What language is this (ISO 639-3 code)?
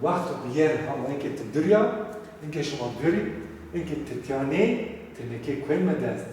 zza